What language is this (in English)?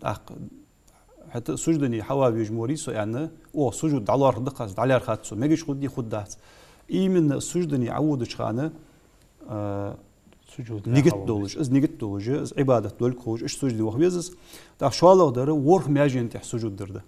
Ingush